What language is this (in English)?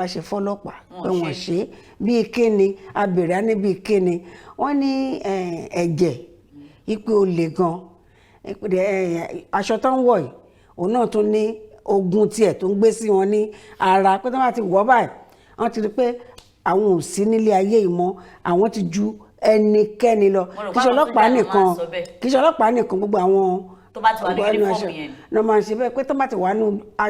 Yoruba